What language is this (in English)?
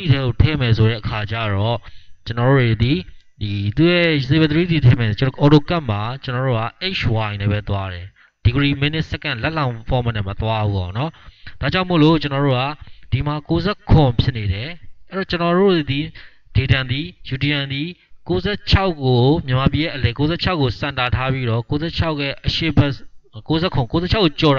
Burmese